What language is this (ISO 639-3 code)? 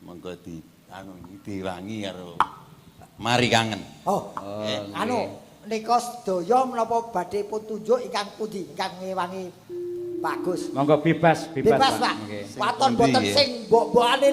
jav